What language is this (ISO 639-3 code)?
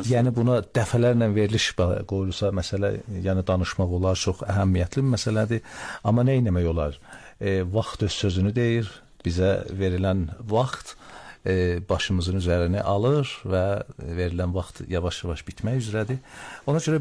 aze